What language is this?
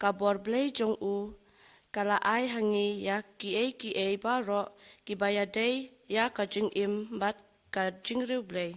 Khasi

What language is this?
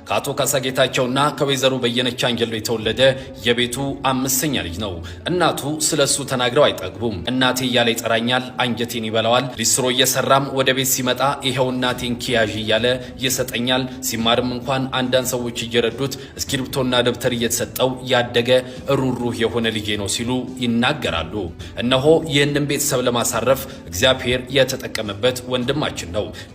Amharic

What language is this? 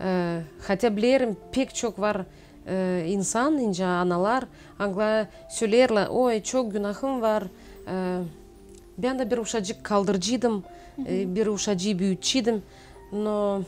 Gagauz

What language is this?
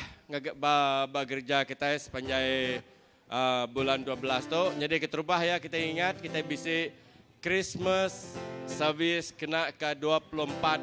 Iban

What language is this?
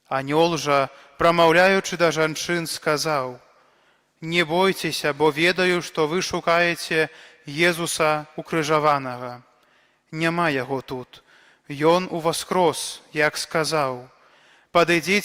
Belarusian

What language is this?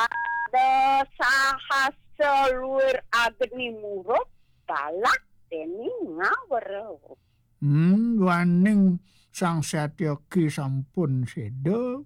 Balinese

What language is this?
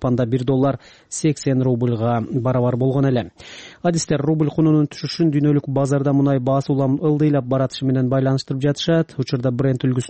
Kyrgyz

